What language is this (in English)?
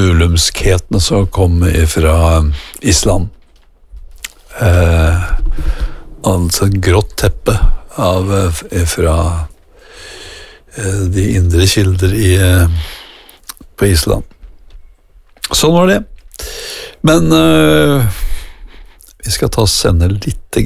Norwegian